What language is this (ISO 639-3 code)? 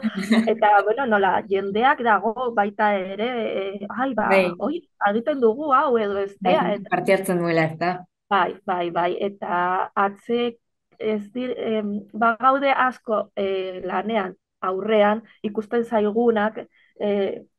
eus